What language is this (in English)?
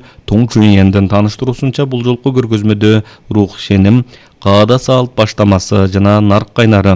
Kyrgyz